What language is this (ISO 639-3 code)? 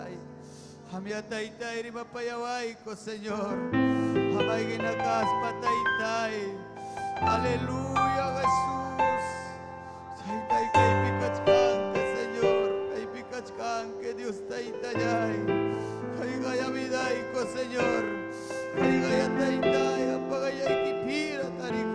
quy